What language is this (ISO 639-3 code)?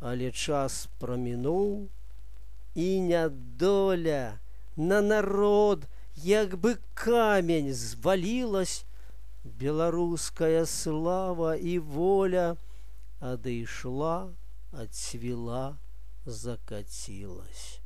bel